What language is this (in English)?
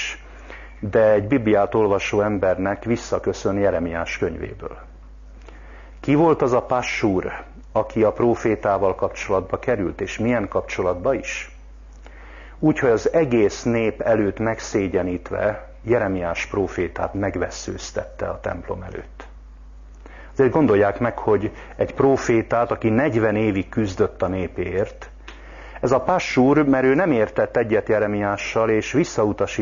Hungarian